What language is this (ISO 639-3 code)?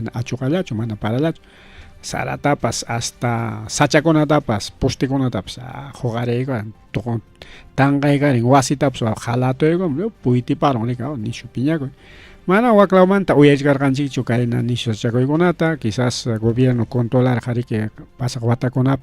quy